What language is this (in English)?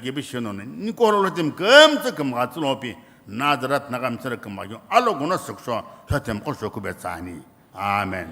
Sumi Naga